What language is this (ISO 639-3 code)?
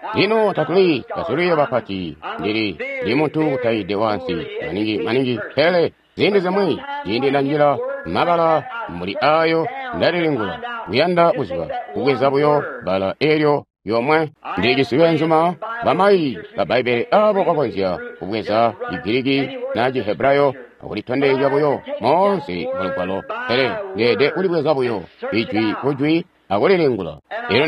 toi